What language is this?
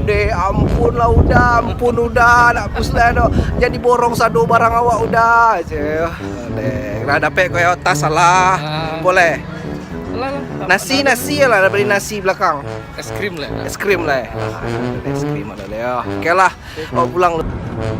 Minangkabau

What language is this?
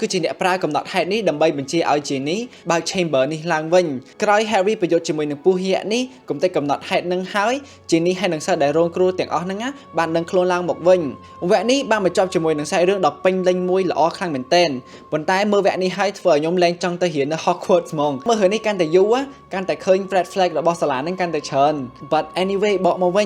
Khmer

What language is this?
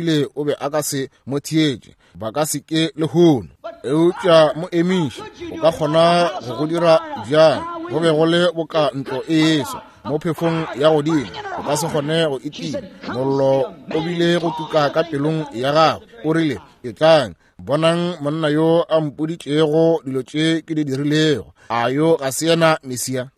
Northern Sotho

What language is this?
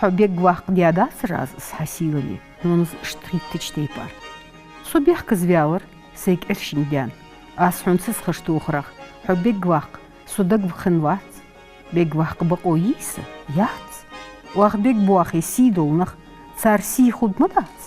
Ingush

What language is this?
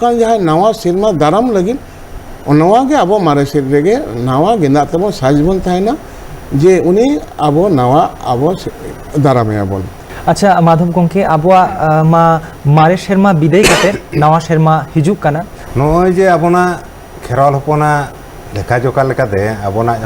Santali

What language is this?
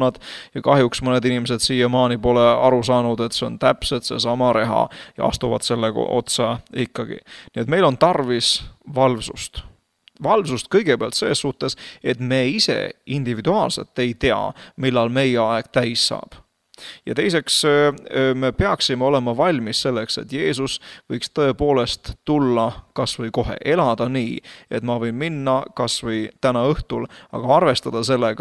Estonian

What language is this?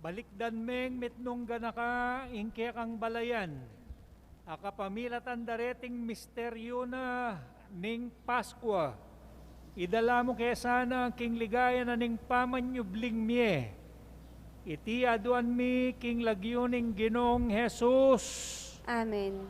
Pampanga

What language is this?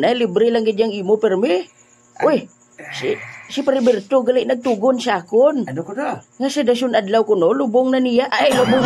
Hiligaynon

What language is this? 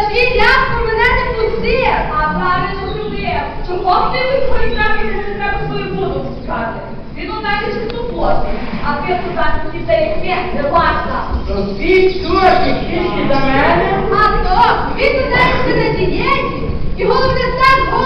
Ukrainian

